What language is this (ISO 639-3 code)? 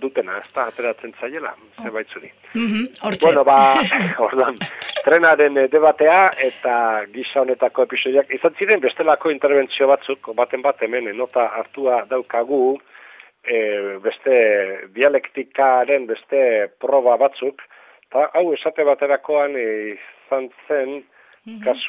eus